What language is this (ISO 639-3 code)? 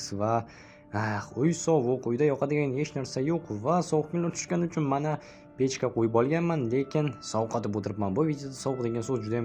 uzb